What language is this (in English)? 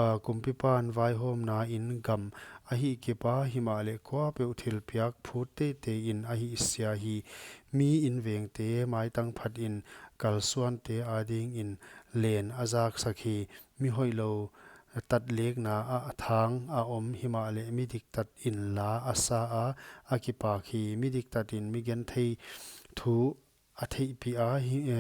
Paite Chin